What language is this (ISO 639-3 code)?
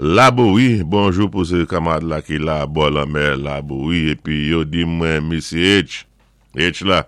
acf